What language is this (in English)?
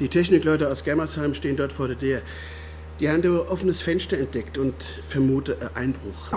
Swiss German